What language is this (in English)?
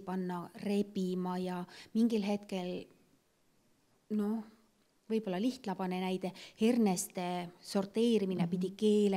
Estonian